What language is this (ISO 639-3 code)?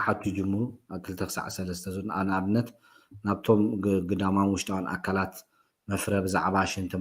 tir